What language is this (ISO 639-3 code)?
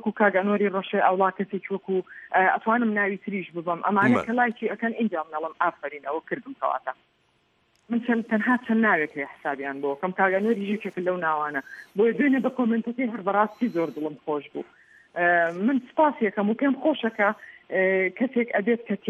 ckb